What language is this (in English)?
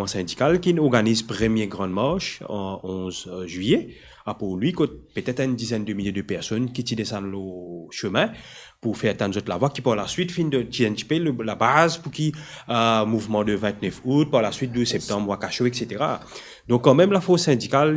Morisyen